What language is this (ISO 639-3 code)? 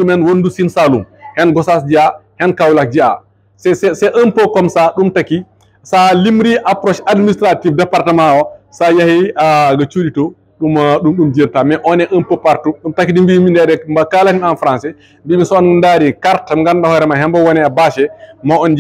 ful